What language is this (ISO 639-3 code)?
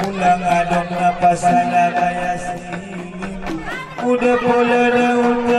akb